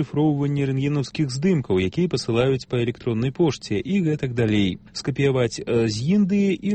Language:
Belarusian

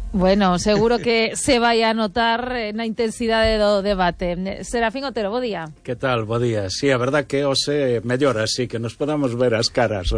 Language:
Galician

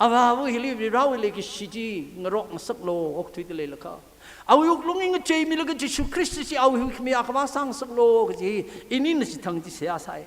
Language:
Tangkhul Naga (India)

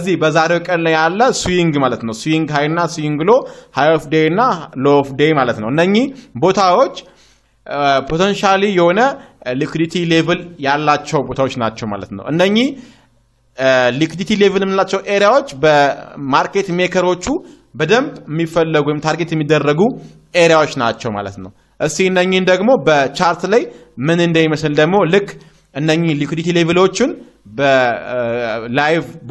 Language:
Amharic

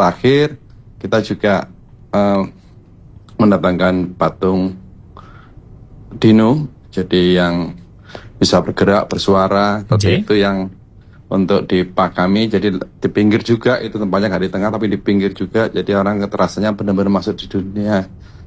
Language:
Indonesian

